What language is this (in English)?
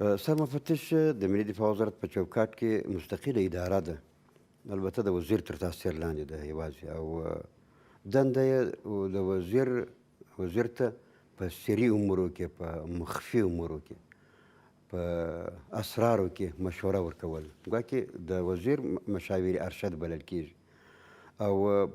Pashto